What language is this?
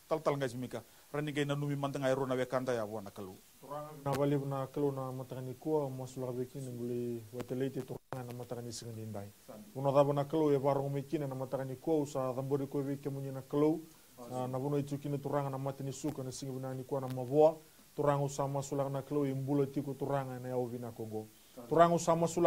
Fijian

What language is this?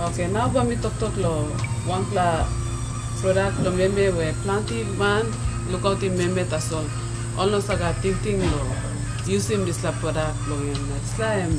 Tok Pisin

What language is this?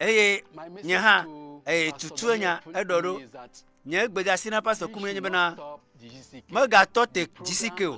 Ewe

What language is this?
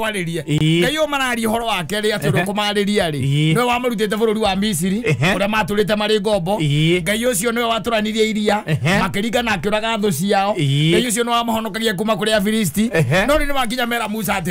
Kikuyu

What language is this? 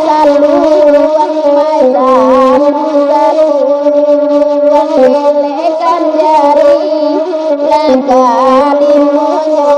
Minangkabau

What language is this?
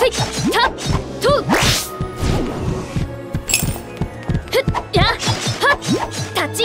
Japanese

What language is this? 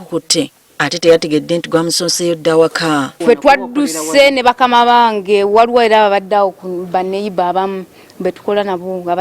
Ganda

